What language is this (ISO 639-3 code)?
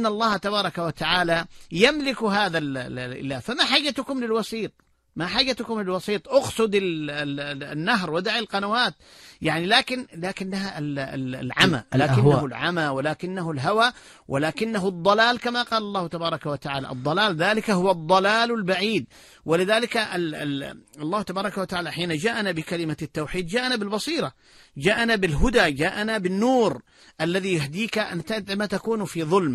ara